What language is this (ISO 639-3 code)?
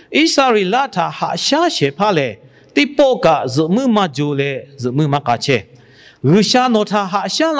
lhu